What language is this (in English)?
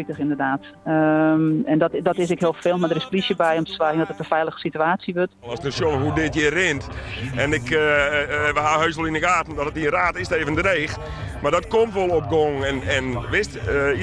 Western Frisian